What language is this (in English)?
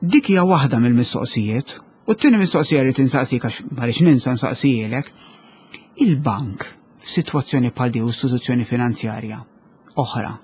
Maltese